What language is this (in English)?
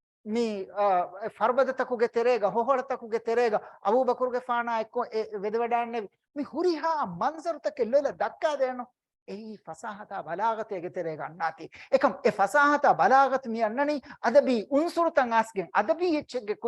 Divehi